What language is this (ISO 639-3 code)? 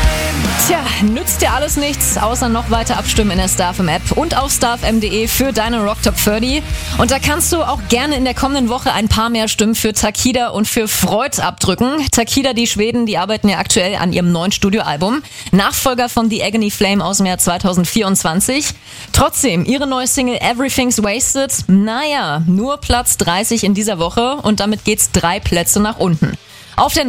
deu